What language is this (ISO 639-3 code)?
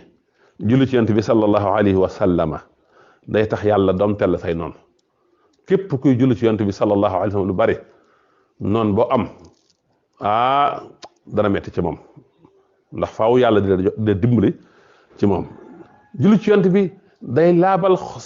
wol